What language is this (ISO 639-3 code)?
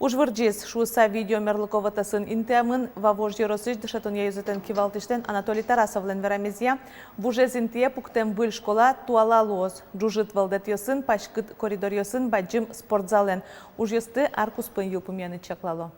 udm